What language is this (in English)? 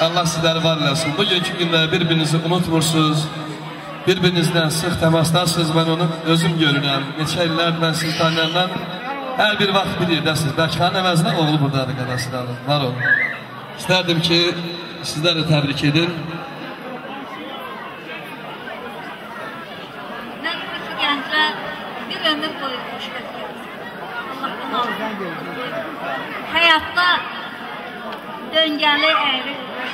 Azerbaijani